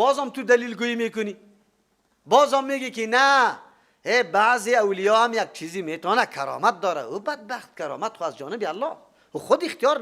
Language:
Persian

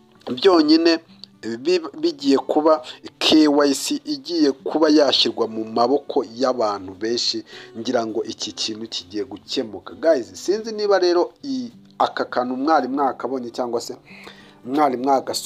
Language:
Kinyarwanda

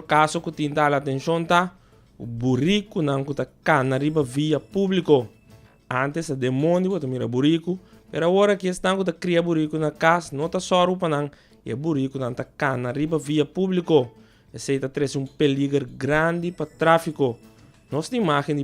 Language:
Papiamento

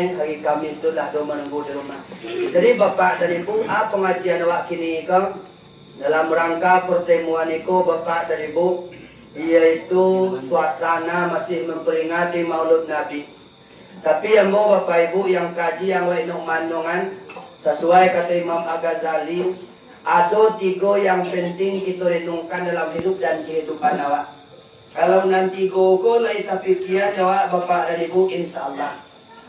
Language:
Minangkabau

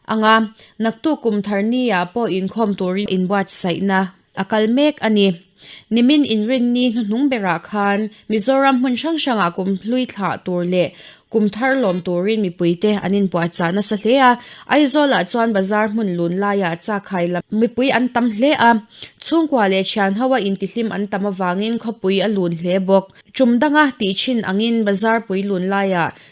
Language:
Mizo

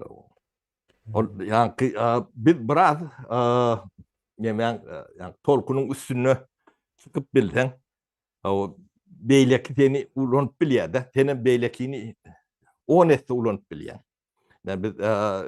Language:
Turkmen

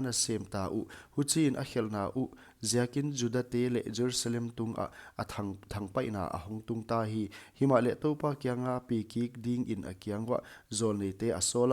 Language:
Paite Chin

